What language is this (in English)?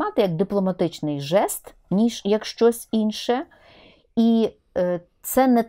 Ukrainian